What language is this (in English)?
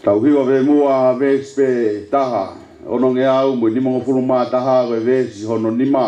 Tongan